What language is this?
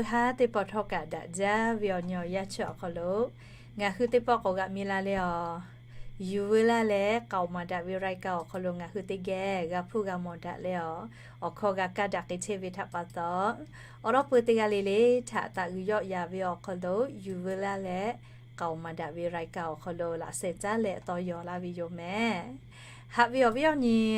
Lahu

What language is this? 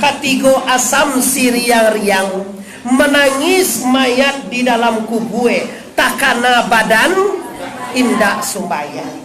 Minangkabau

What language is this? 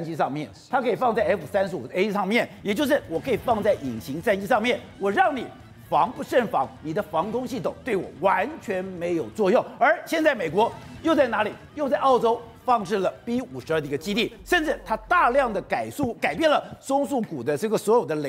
Chinese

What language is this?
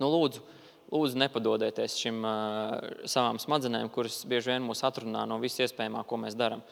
Latvian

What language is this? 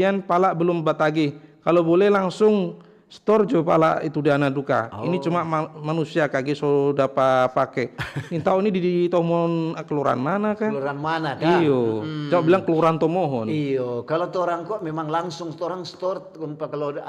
Manado Malay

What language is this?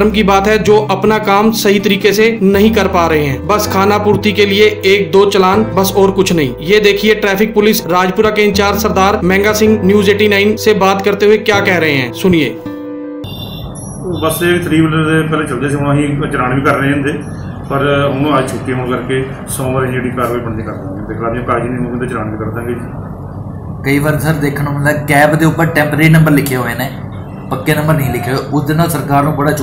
Hindi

